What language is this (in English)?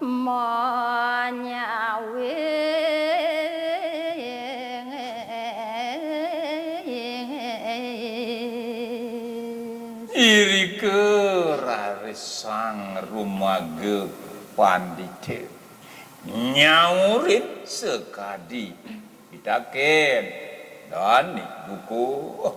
Balinese